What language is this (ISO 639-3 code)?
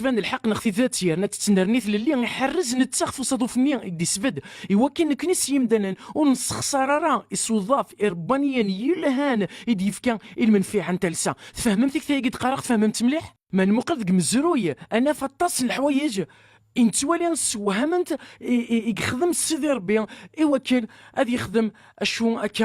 kab